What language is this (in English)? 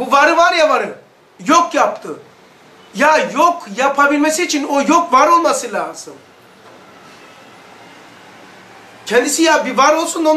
Turkish